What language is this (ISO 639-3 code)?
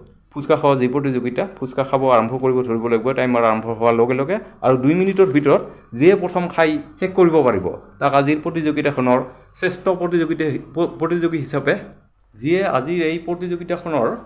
asm